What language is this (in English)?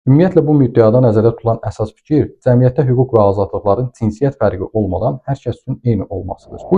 Azerbaijani